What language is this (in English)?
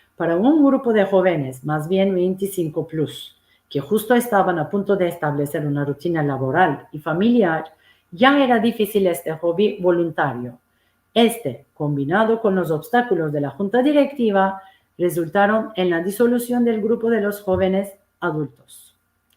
Ladino